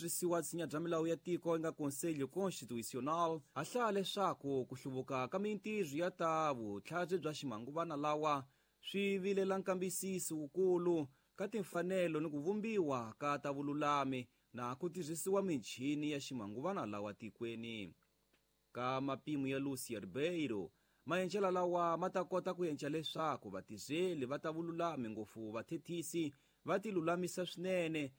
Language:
Tsonga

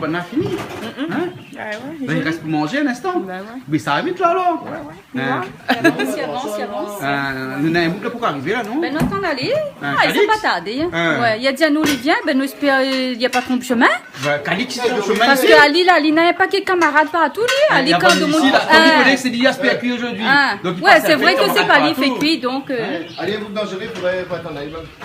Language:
Réunion Creole French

